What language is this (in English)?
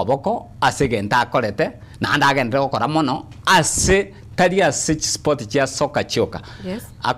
Gusii